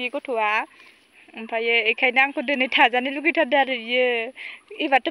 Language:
Bodo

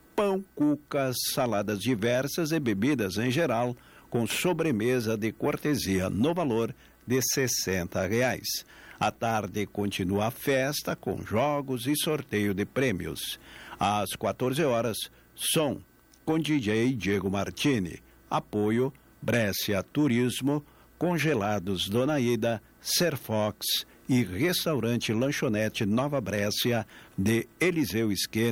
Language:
Portuguese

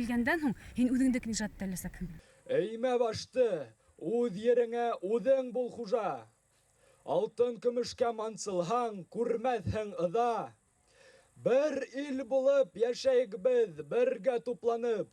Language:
Bashkir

